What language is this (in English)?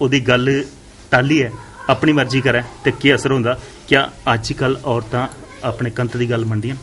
Dogri